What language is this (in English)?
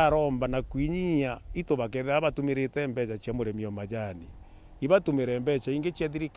Meru